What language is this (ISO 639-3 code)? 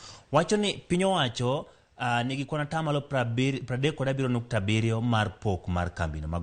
luo